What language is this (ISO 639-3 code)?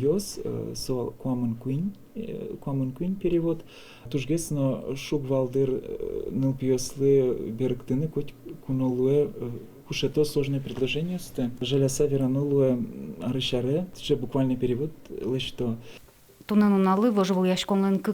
udm